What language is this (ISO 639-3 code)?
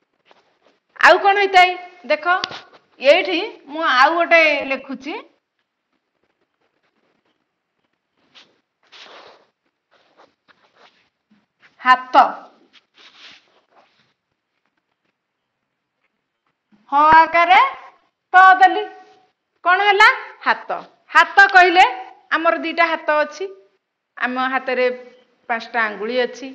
ori